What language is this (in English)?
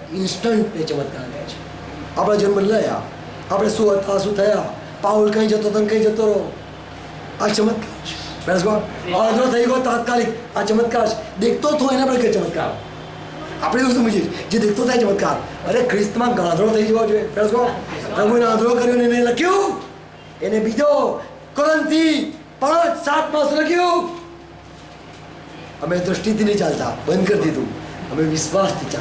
Gujarati